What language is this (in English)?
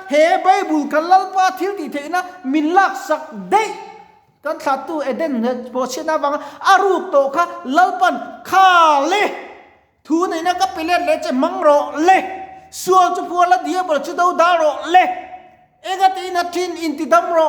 Mizo